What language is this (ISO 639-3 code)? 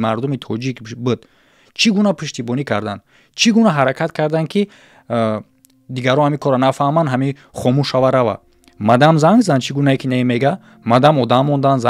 tgk